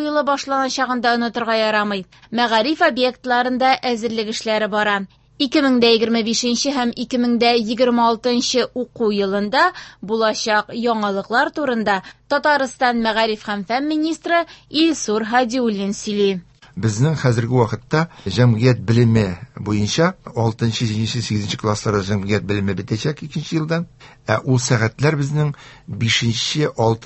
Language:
Tatar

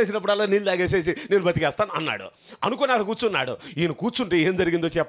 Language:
Telugu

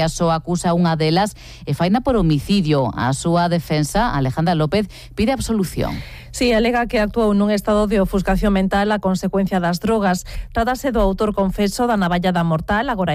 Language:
Galician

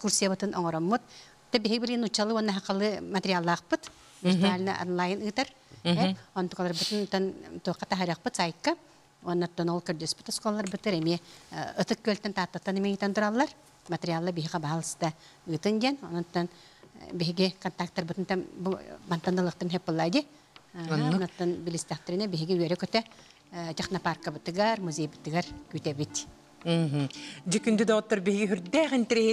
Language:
Yakut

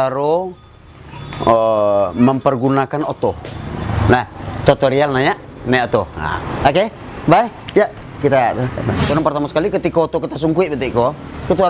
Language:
Minangkabau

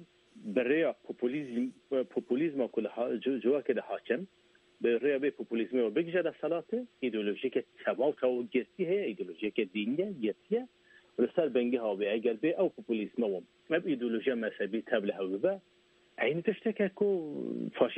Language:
Kurdish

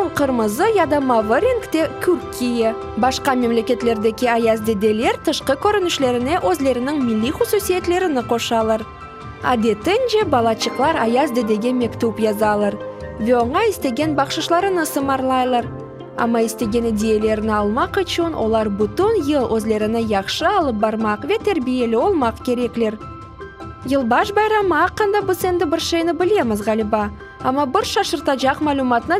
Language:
Crimean Tatar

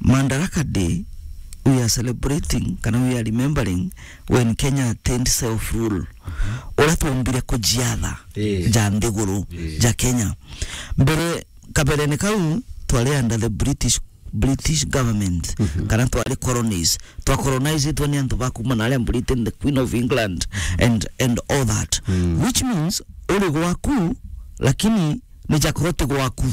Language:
Meru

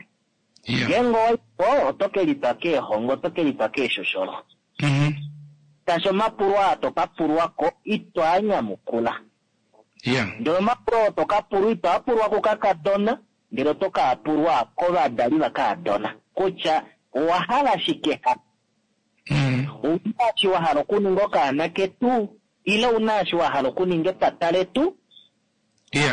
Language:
Kuanyama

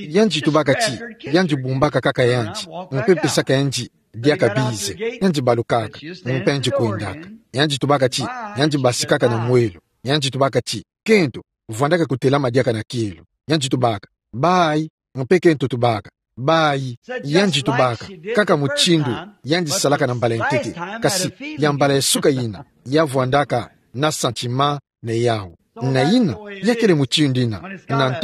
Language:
Kituba (Democratic Republic of Congo)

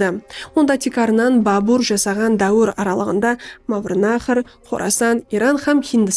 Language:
Kara-Kalpak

